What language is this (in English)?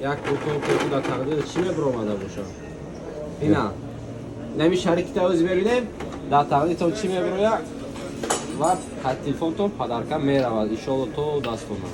Tajik